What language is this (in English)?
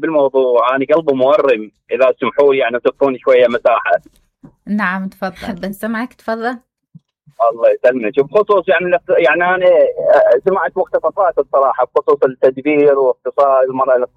Mesopotamian Arabic